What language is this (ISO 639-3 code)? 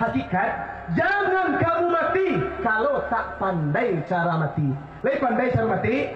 min